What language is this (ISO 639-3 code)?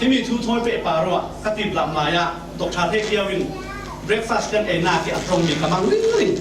cfm